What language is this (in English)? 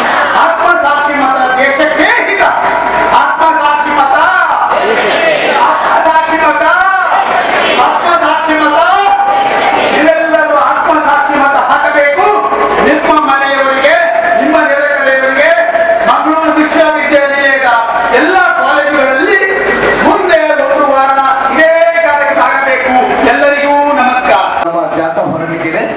Kannada